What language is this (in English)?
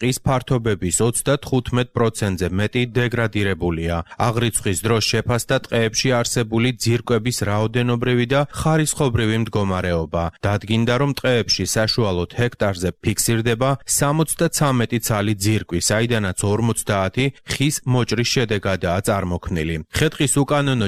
Georgian